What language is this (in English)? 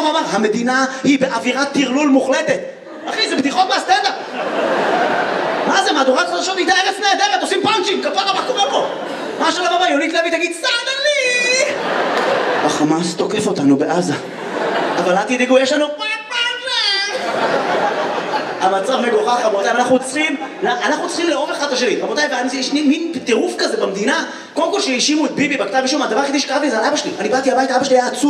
Hebrew